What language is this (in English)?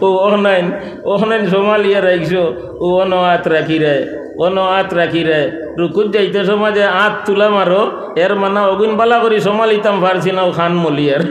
Sylheti